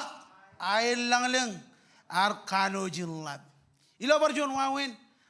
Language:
Marshallese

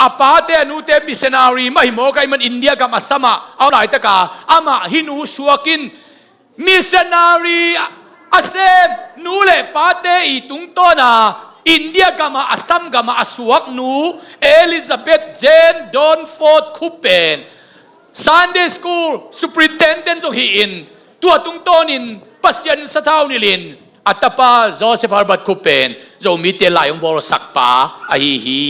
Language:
Tedim Chin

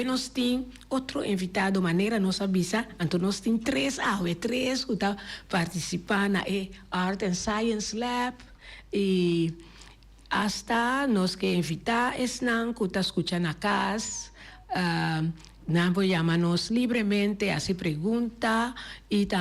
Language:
Papiamento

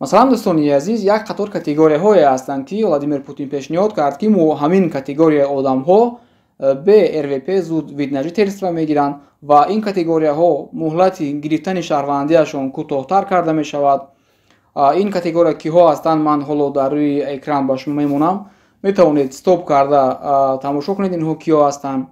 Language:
Tajik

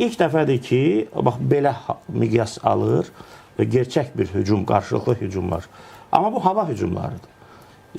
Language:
Azerbaijani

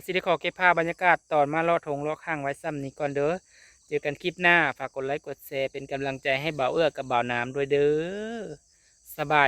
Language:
Northeastern Thai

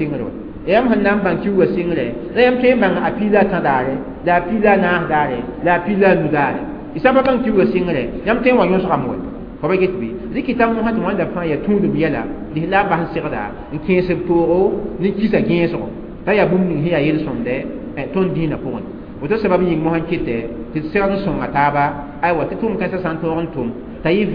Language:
Mossi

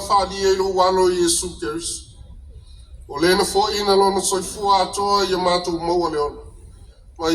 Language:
Samoan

